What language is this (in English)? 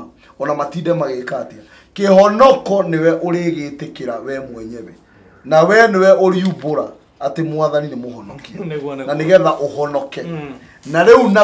Kikuyu